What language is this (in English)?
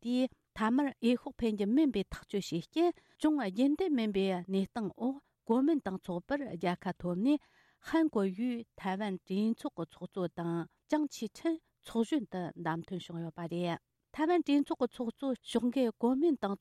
Tibetan